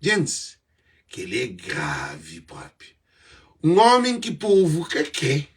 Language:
Kabuverdianu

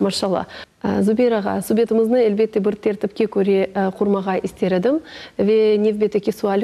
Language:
Crimean Tatar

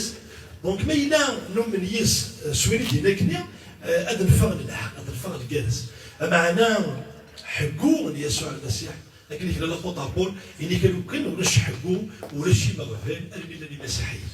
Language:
Kabyle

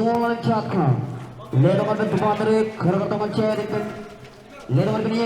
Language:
Marshallese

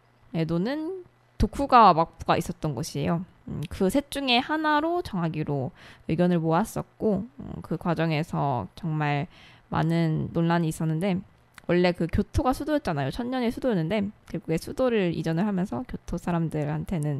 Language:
Korean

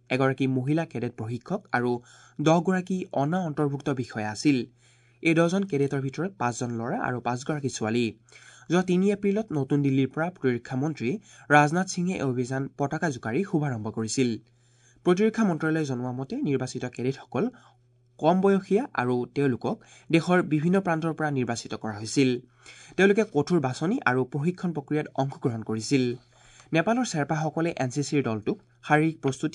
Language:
Assamese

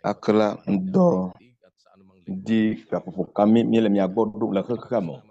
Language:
Ewe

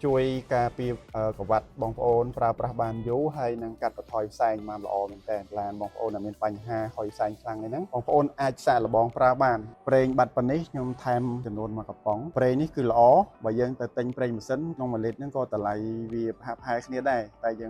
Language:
Khmer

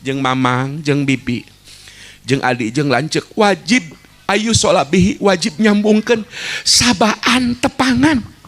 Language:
Sundanese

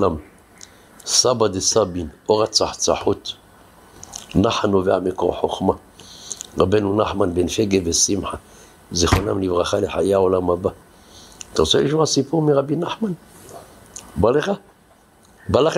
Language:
Hebrew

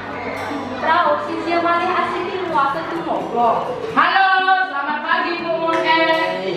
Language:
Balinese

